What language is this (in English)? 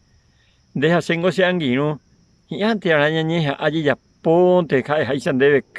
Guarani